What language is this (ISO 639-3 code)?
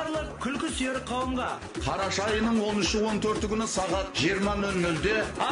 kaa